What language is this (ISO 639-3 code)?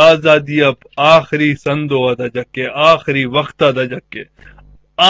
bgp